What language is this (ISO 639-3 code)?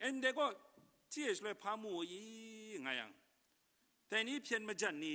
kac